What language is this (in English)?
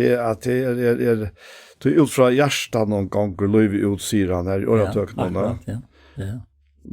Faroese